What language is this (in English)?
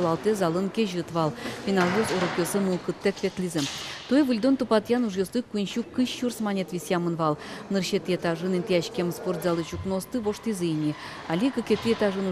Udmurt